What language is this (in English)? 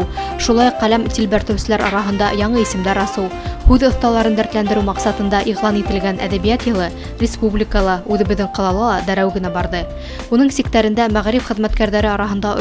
Bashkir